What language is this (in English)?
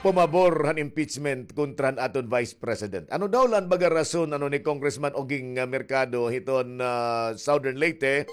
Waray